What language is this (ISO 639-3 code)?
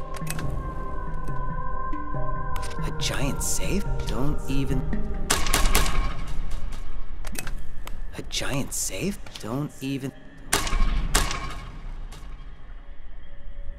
rus